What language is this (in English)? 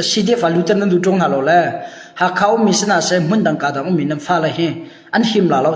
Hakha Chin